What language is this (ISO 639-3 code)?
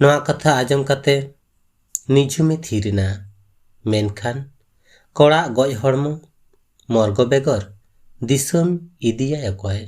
sat